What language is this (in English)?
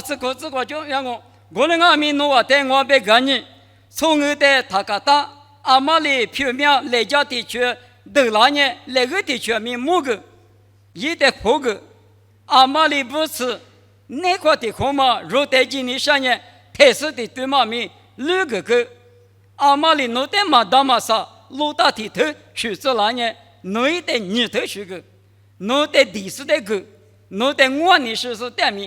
Lisu